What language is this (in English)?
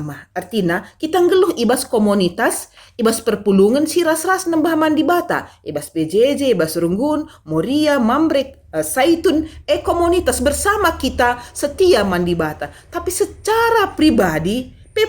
Batak Karo